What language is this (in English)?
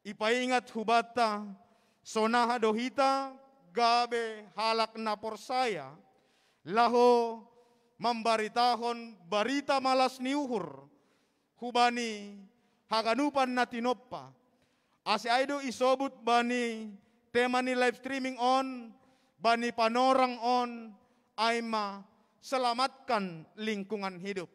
Batak Simalungun